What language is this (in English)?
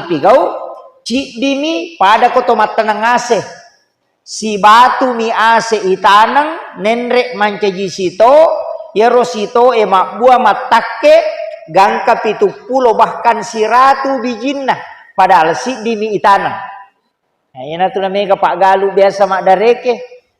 Buginese